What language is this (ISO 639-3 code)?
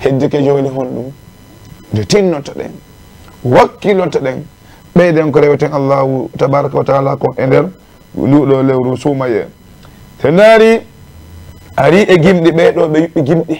ful